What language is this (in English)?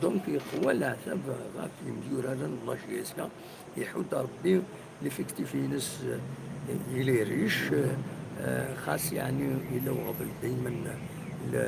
Kabyle